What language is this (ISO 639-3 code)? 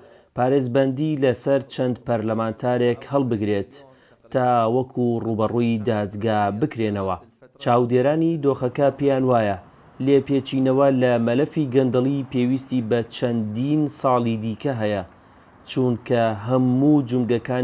ckb